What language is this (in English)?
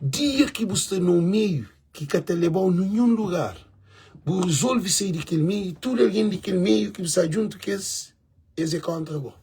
Kabuverdianu